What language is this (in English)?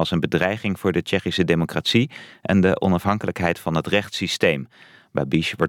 Dutch